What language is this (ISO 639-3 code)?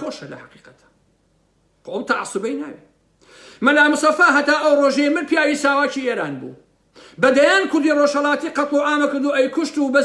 ckb